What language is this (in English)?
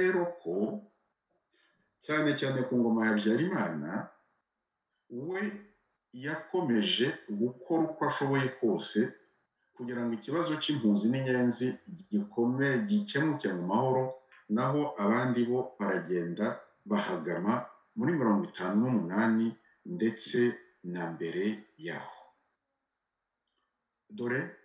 Kinyarwanda